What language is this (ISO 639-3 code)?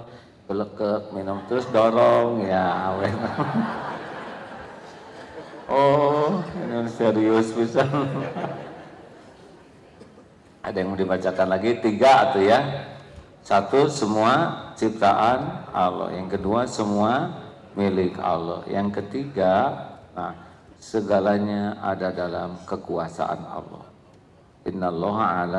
ind